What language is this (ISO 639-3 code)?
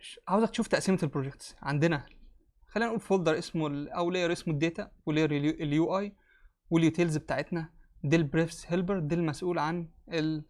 arz